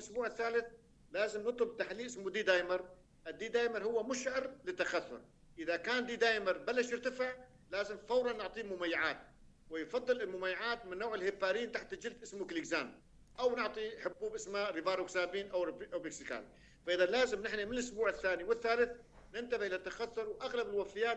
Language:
North Levantine Arabic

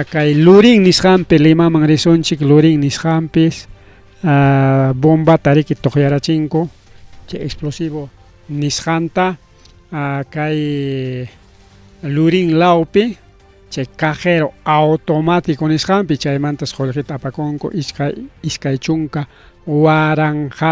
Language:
Ayacucho Quechua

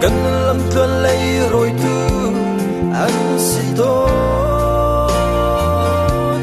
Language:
Hakha Chin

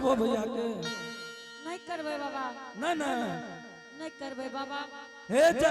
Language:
Angika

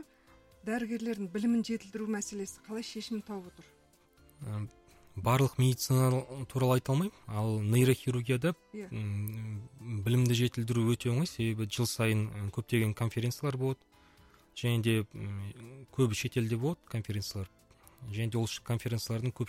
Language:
Kazakh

